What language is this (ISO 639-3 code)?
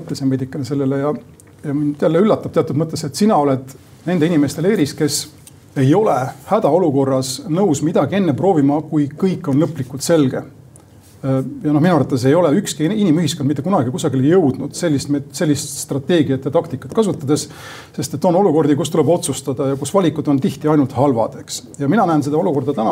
est